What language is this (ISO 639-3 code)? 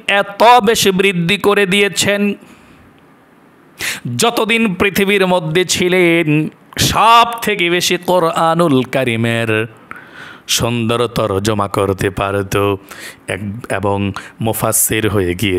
ben